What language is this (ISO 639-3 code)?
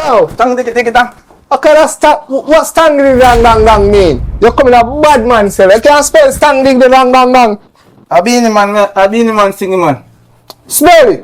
jam